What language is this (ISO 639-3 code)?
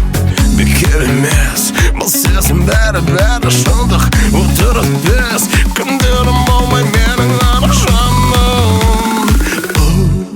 kaa